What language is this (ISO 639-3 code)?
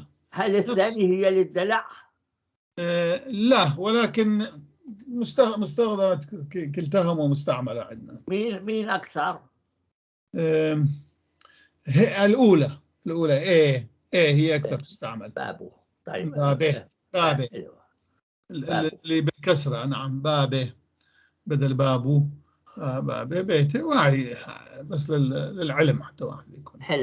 apc